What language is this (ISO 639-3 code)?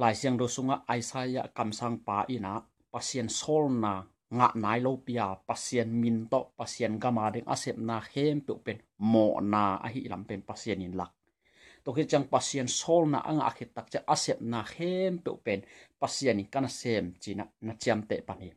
ctd